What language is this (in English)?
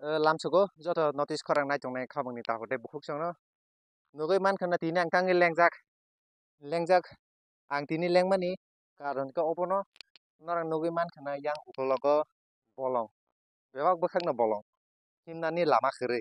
Kok Borok